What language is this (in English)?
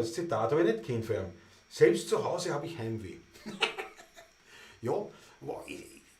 Bavarian